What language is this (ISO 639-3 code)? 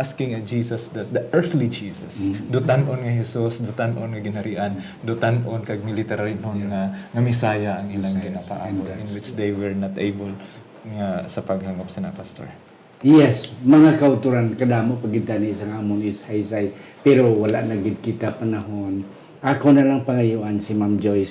hil